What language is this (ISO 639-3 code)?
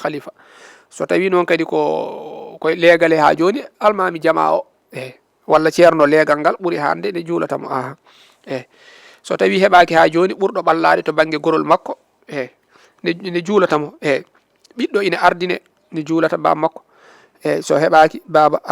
ful